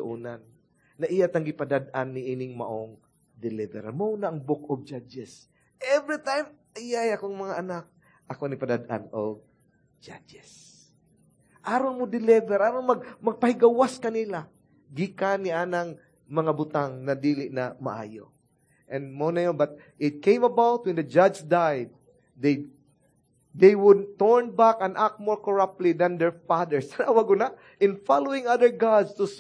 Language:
Cebuano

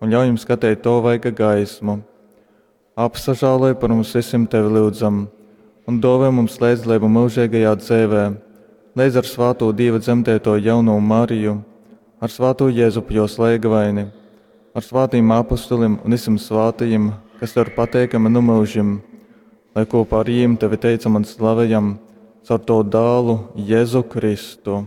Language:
Latgalian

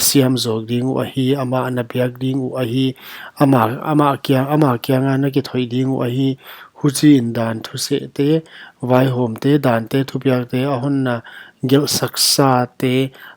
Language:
Paite Chin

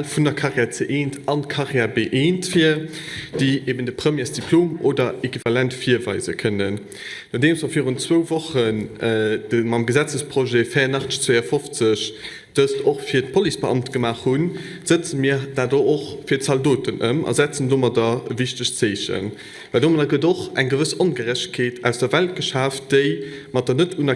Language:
Luxembourgish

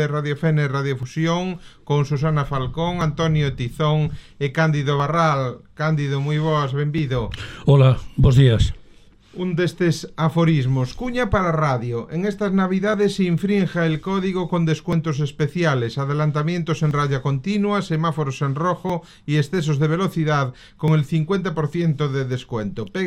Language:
Galician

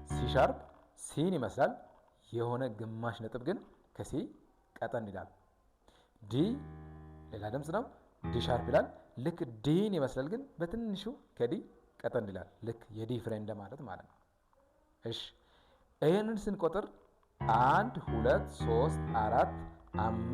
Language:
Amharic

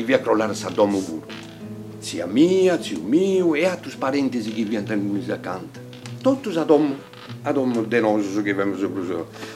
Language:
Sardinian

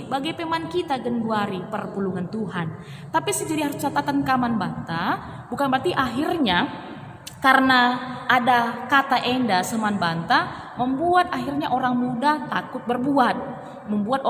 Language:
Batak Karo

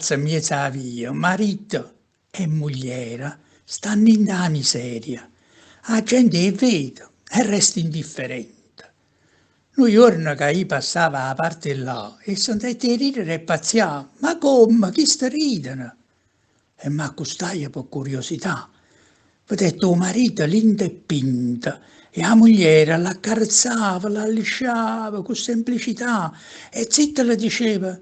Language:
Neapolitan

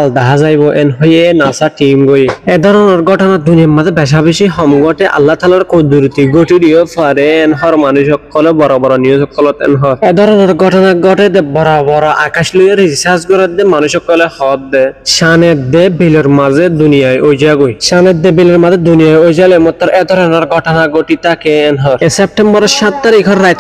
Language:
Rohingya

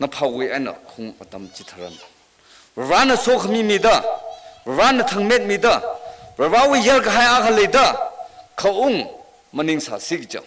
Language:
Tangkhul Naga (India)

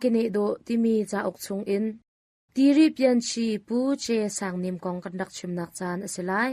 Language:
Hakha Chin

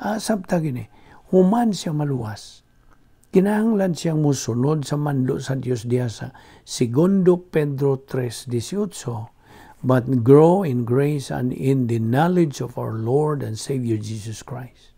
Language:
Cebuano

